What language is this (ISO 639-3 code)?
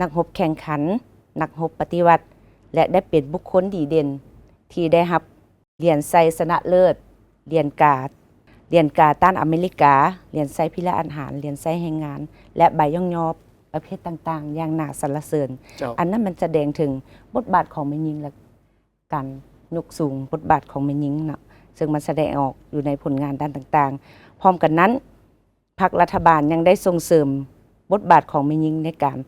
lao